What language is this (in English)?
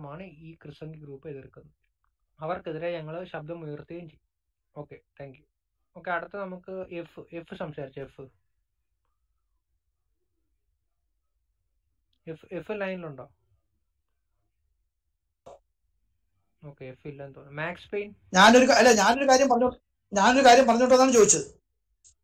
Malayalam